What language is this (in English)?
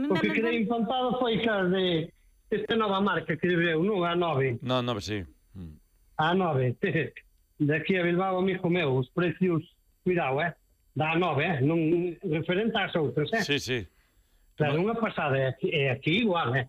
Galician